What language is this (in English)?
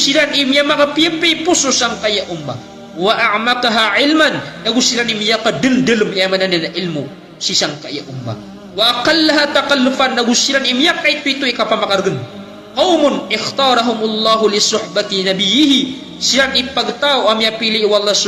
Maranao